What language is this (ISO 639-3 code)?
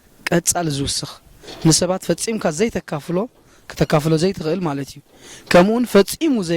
tir